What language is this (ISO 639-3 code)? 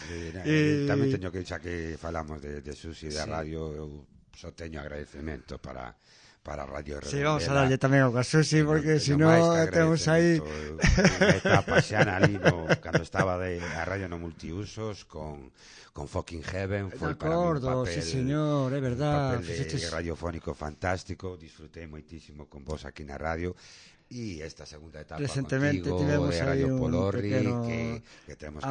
glg